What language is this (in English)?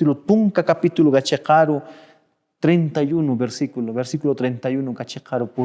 Aymara